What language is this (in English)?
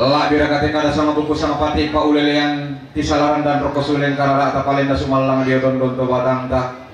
Toraja-Sa'dan